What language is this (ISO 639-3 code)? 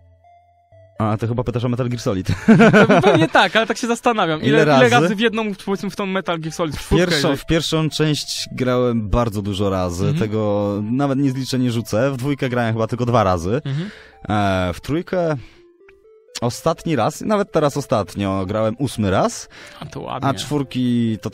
pol